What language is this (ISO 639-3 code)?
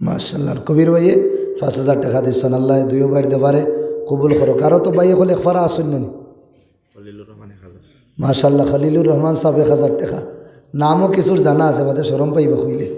syl